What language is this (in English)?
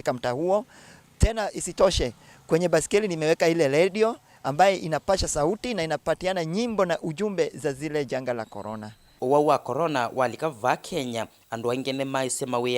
Kamba